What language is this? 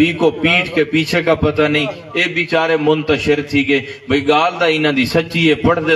Saraiki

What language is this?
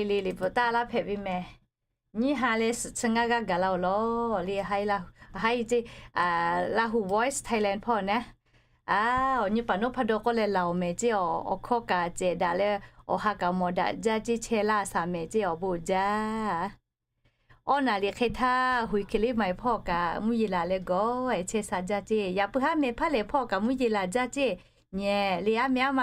Lahu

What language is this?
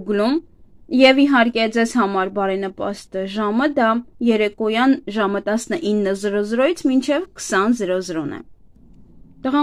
Armenian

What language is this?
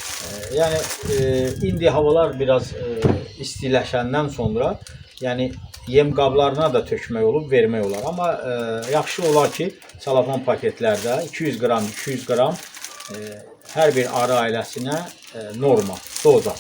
Azerbaijani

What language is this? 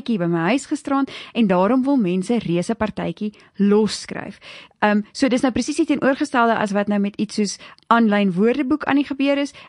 Afrikaans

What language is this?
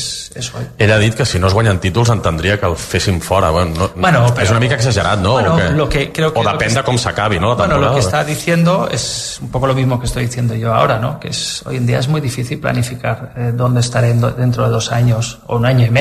Catalan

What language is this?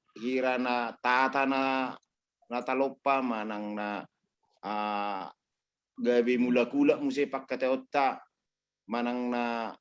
Batak Toba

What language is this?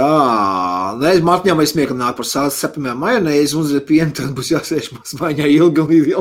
Latvian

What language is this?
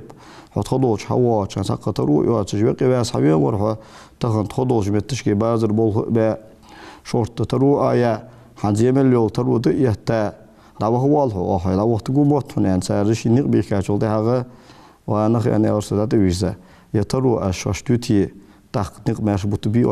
Ingush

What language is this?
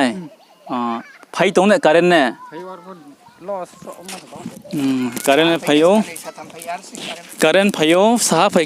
Riang (India)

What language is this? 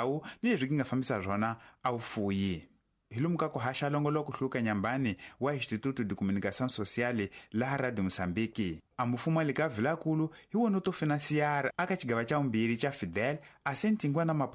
Tsonga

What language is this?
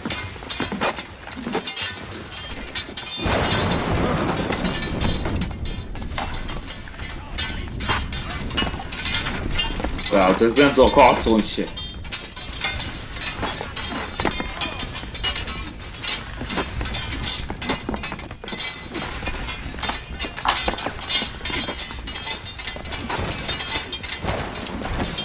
Hungarian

